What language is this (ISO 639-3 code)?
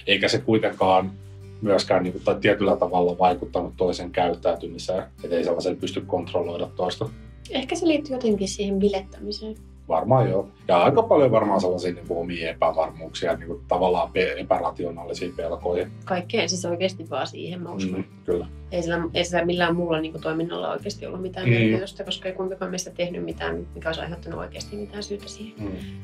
fin